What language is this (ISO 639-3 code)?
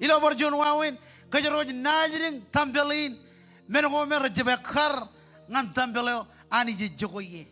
mah